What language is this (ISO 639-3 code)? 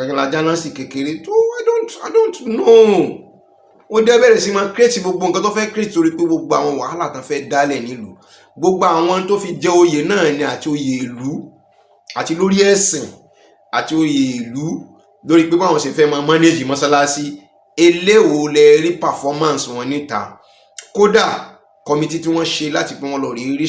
yor